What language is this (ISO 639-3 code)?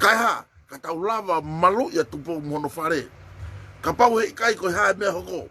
ton